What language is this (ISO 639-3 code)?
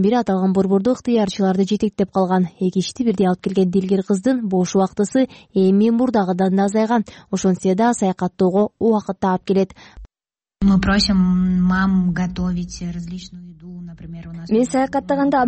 kir